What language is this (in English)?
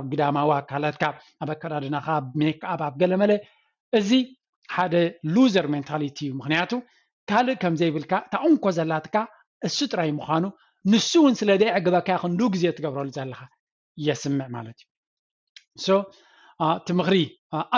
Tigrinya